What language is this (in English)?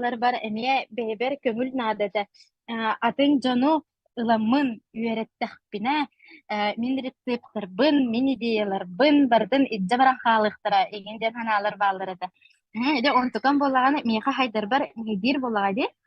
Yakut